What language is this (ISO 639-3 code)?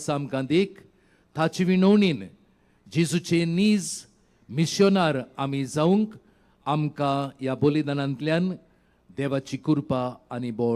kok